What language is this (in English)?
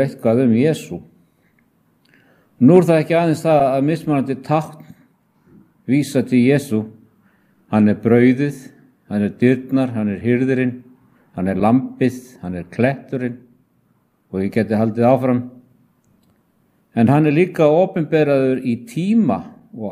Icelandic